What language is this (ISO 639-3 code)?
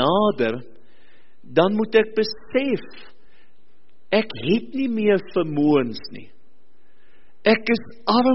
afr